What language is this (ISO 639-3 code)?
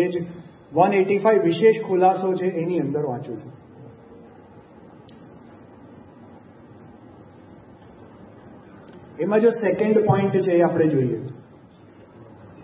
guj